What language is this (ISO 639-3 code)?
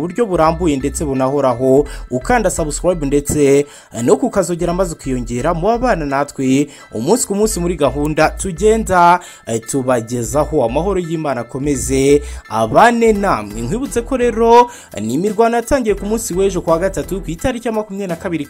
kin